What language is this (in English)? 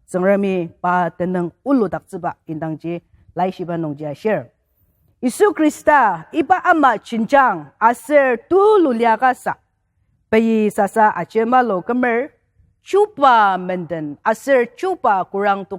Ao Naga